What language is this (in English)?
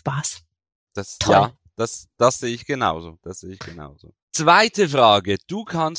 German